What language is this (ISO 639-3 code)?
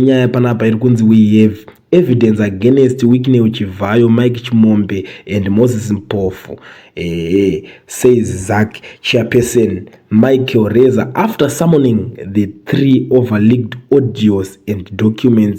sna